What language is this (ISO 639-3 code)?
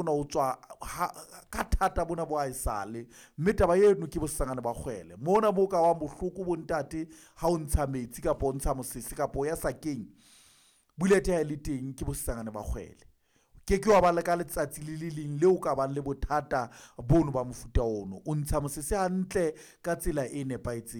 sot